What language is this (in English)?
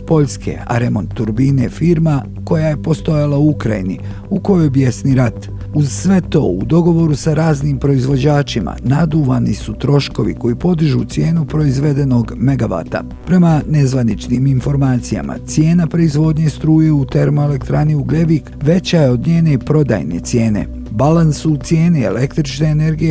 Bosnian